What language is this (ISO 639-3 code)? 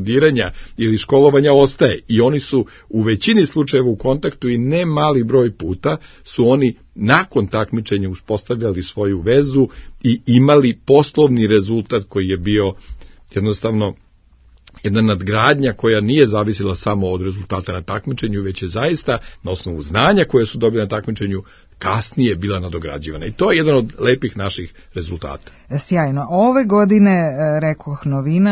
srp